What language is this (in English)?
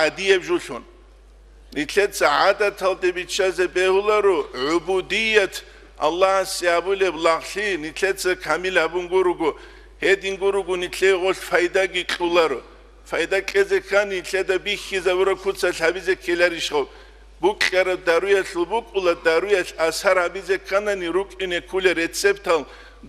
Avaric